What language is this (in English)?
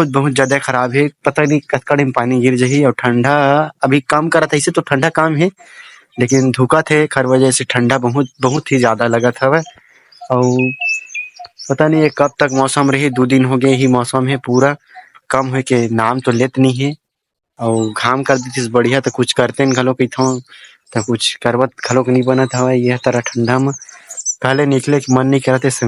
Chhattisgarhi